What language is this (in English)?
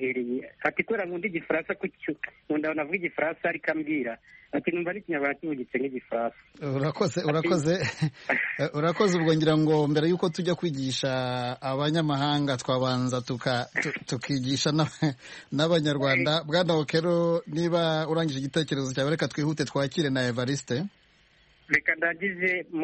Kinyarwanda